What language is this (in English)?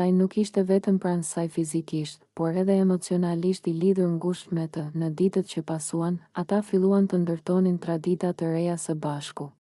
Albanian